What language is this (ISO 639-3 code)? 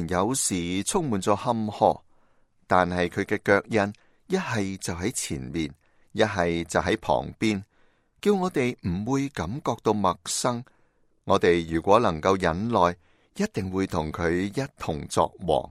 yue